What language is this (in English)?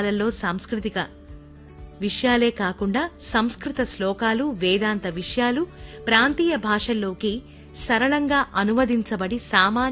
Telugu